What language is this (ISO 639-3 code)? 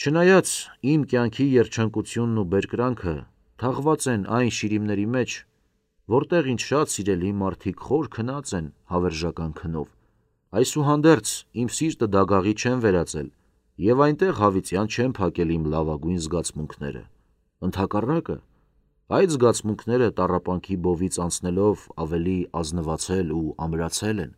hye